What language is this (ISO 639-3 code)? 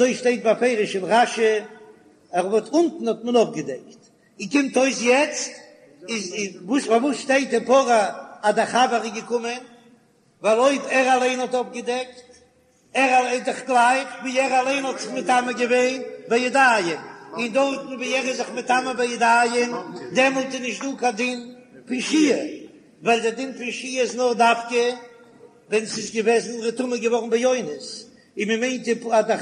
yid